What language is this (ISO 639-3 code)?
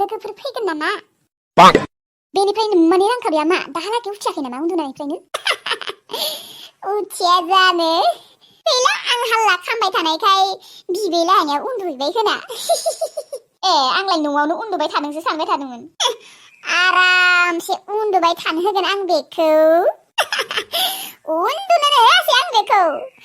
brx